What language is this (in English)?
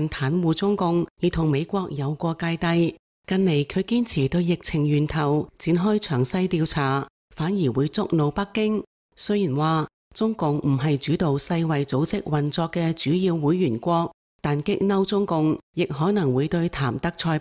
Cantonese